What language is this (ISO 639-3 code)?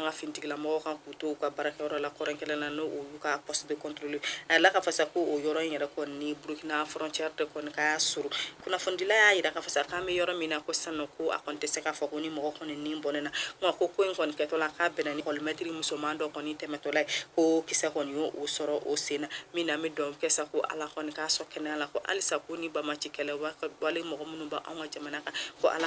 bam